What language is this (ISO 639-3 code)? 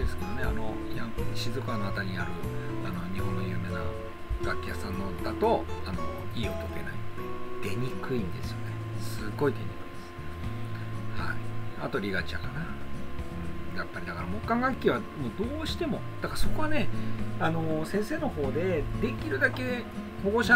jpn